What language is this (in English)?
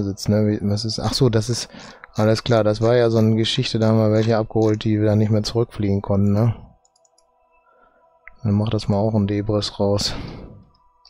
German